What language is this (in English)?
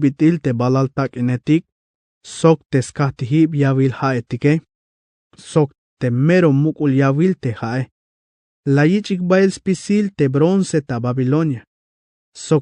Tzeltal